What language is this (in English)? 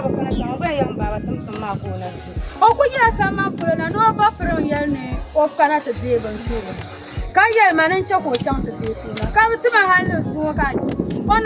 Dagbani